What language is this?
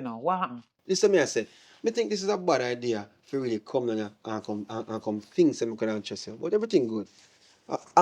Jamaican Creole English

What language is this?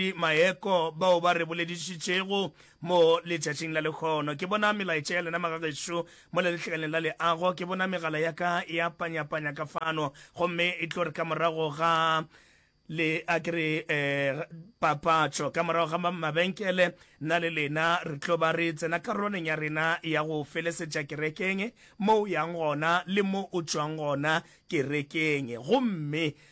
Northern Sotho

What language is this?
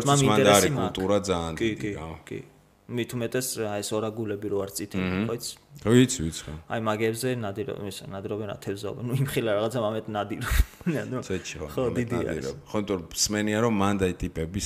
Georgian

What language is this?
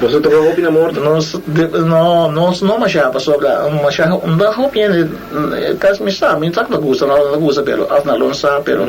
Papiamento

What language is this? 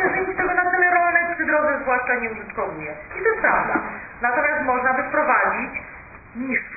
Polish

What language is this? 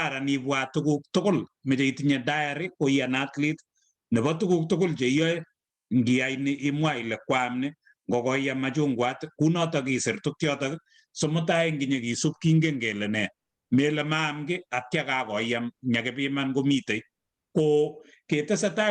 Kalenjin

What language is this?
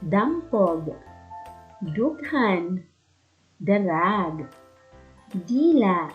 Waray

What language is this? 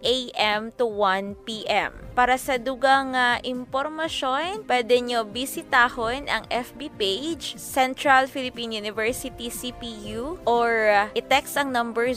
Hiligaynon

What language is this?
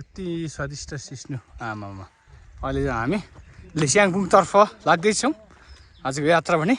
Nepali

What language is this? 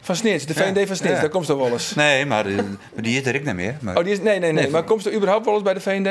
Western Frisian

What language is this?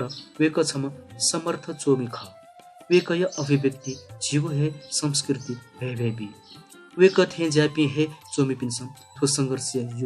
Newari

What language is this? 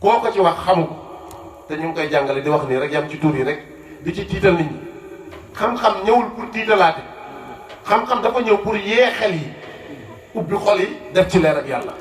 Wolof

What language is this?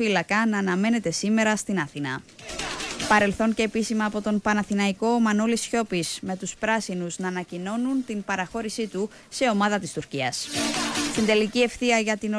Greek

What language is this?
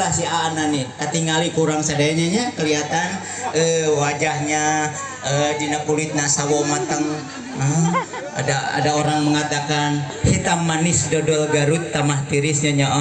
Betawi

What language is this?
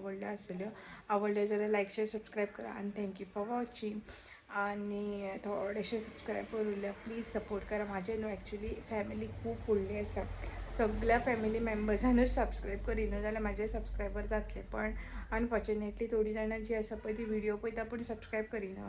Konkani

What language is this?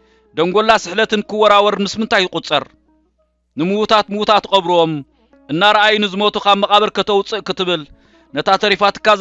Tigrinya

